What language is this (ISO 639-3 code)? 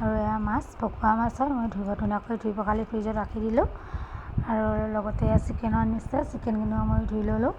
asm